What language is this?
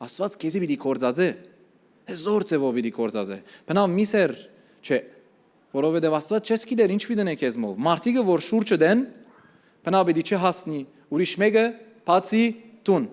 Western Armenian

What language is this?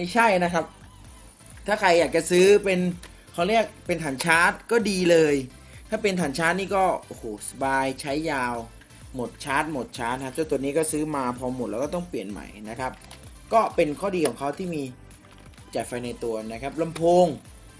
Thai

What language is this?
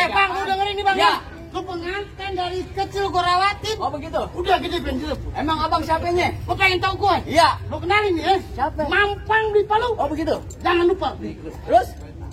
Betawi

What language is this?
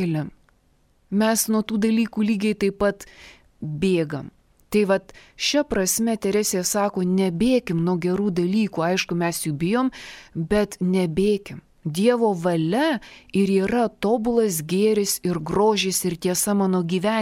Lithuanian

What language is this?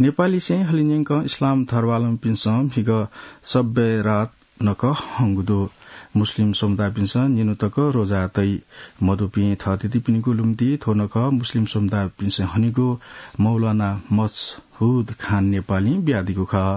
Newari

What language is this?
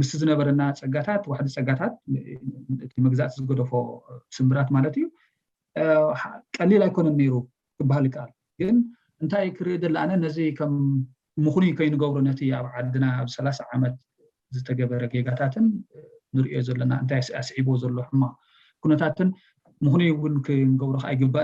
Tigrinya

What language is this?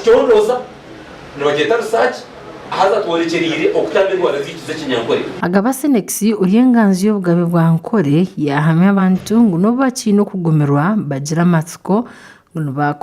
Nyankole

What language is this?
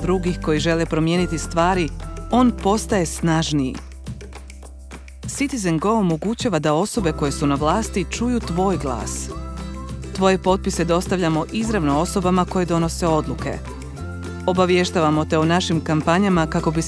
Croatian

